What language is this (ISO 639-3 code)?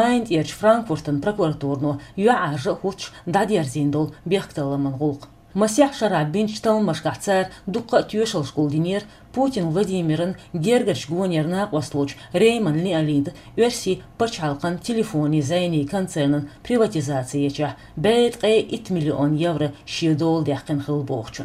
che